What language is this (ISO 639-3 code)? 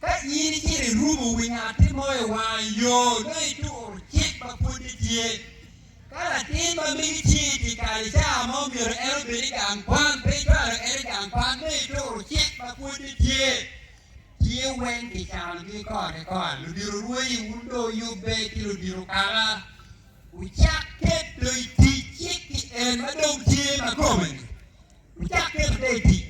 ach